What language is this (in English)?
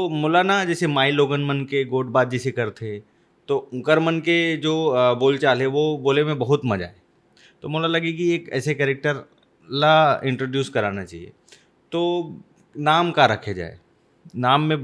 Chhattisgarhi